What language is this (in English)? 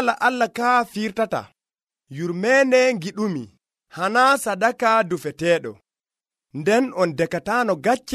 Nigerian Fulfulde